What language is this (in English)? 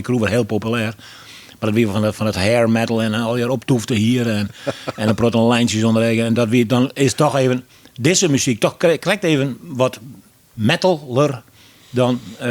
Western Frisian